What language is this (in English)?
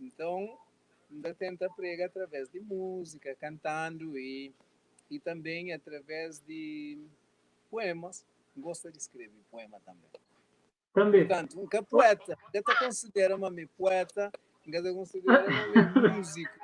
Kabuverdianu